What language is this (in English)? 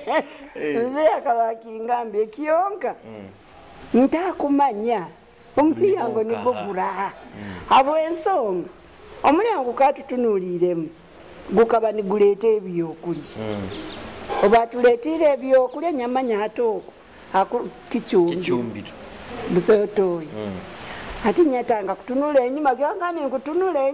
Nyoro